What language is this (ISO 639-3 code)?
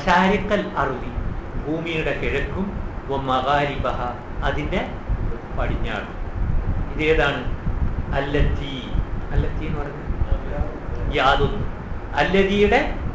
mal